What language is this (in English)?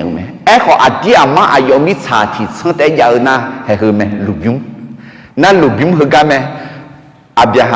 Akha